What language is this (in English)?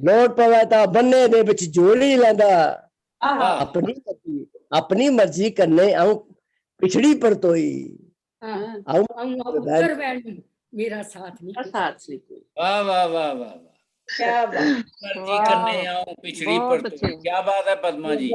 Dogri